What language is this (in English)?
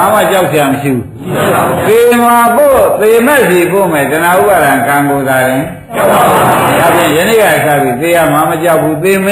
Burmese